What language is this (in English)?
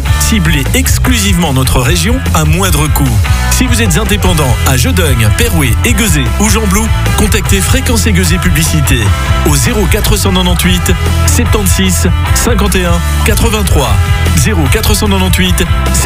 French